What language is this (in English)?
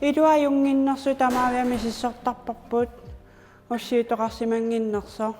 Kalaallisut